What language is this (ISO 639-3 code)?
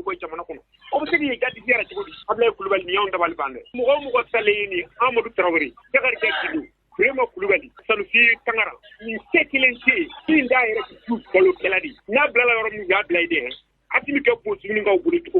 bam